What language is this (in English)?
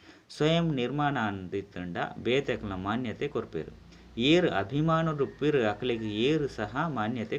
Tulu